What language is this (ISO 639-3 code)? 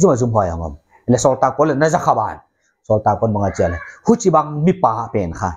pck